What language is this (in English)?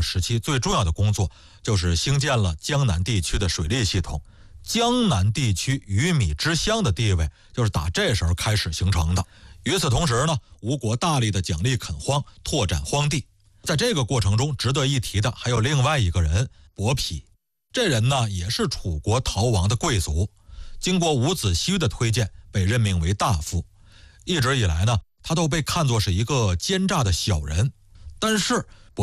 Chinese